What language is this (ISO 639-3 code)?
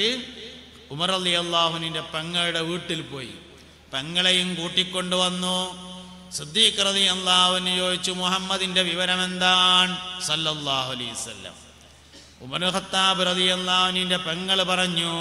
mal